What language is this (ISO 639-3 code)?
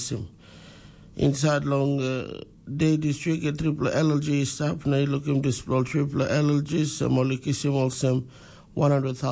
tpi